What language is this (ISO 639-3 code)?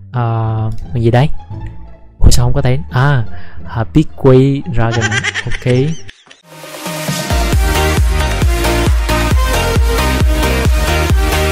vie